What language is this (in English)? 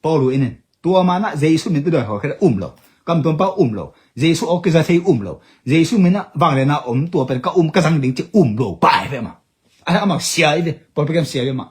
Tedim Chin